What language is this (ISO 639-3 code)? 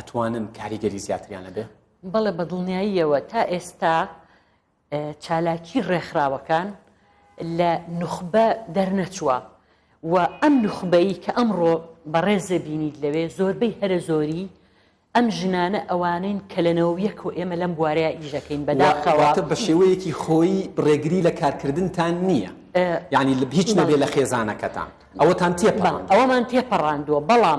ckb